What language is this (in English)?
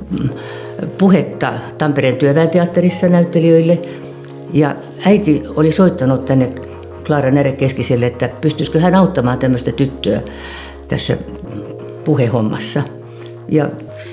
Finnish